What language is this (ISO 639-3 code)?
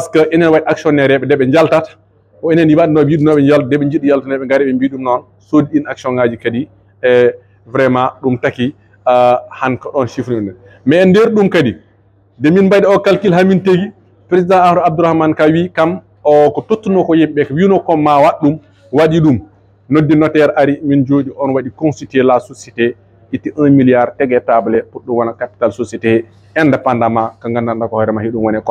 ful